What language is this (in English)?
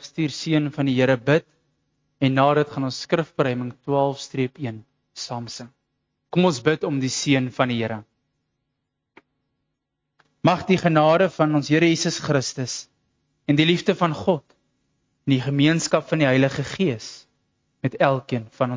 Afrikaans